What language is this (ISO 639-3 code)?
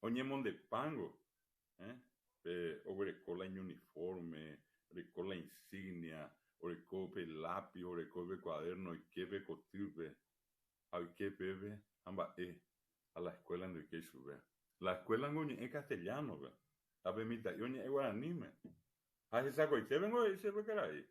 grn